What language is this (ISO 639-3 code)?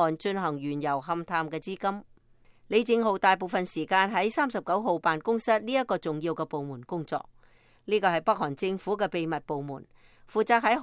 yue